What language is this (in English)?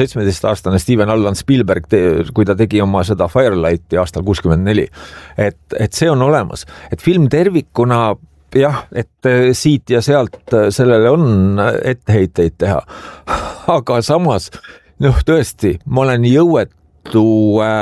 Estonian